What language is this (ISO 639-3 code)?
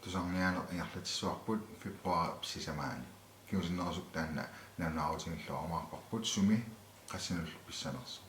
kal